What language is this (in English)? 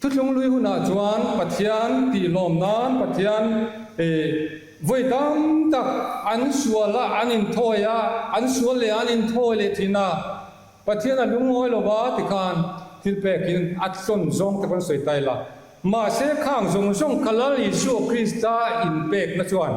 Mizo